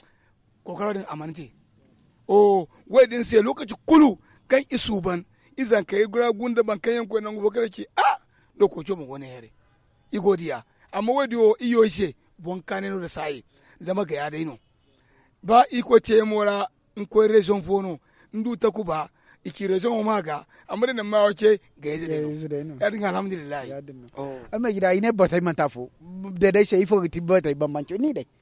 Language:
Zarma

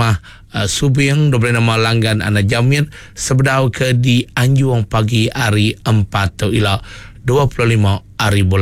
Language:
Iban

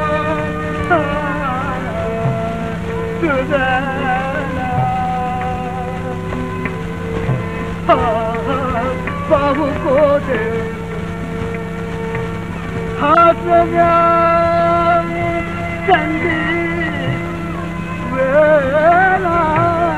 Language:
Marathi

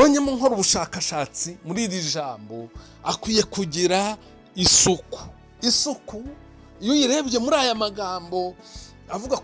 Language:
Kinyarwanda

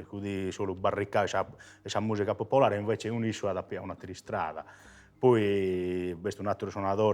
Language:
Sardinian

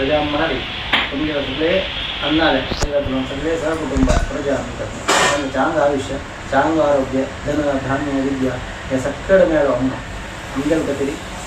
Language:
Konkani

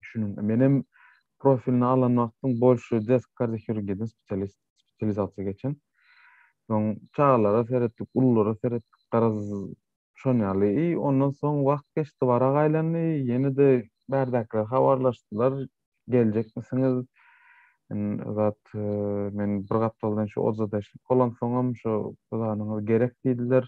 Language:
Turkmen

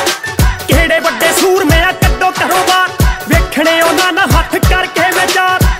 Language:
Punjabi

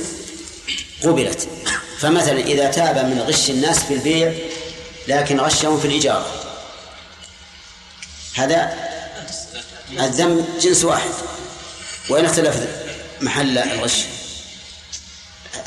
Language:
Arabic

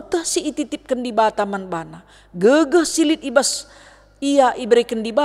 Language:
Batak Karo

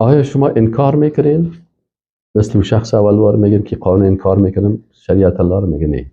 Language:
Persian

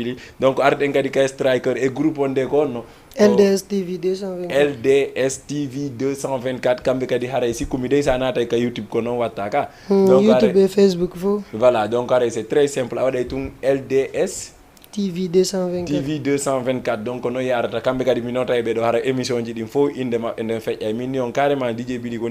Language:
Fula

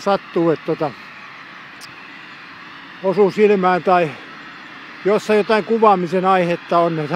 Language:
Finnish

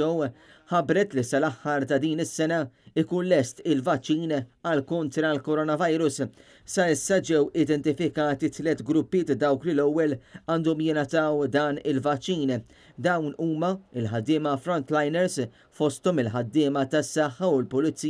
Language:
Maltese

